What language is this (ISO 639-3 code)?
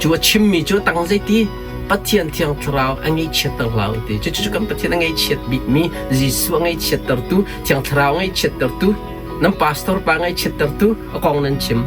cnh